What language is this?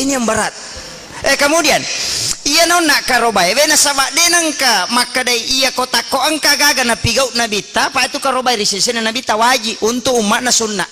Buginese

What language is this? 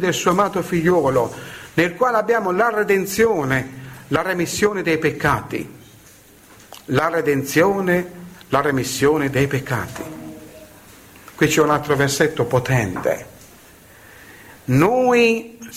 Italian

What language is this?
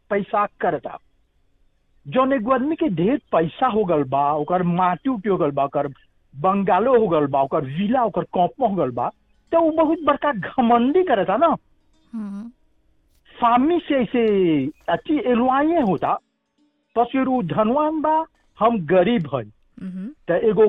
Bhojpuri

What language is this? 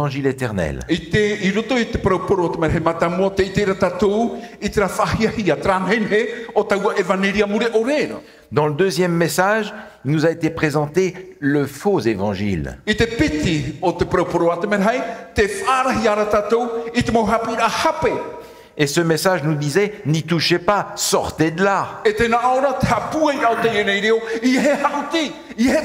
Tahitian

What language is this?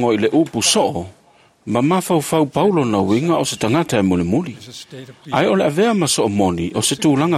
Samoan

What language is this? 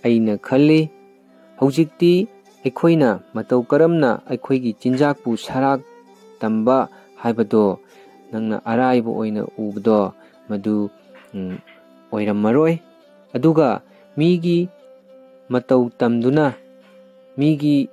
Manipuri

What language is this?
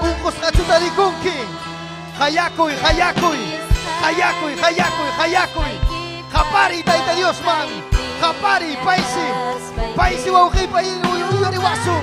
Ayacucho Quechua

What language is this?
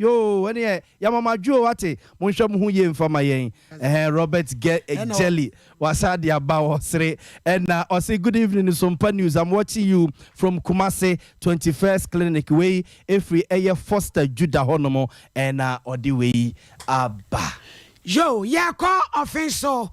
Akan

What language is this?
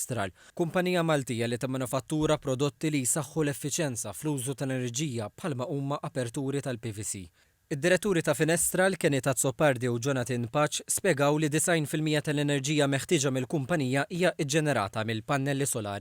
Maltese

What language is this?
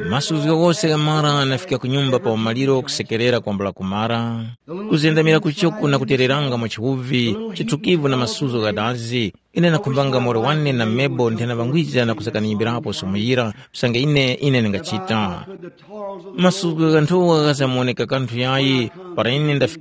Tumbuka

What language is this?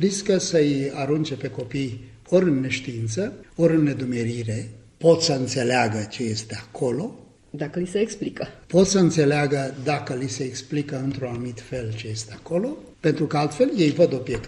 Romanian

